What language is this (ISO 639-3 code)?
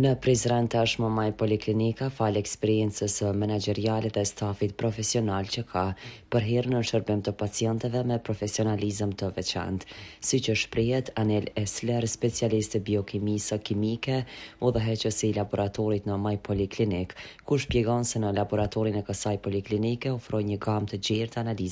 sqi